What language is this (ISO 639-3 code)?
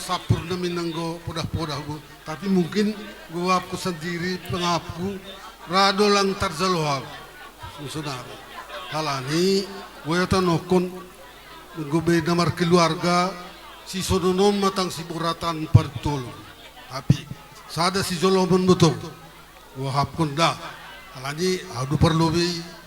bts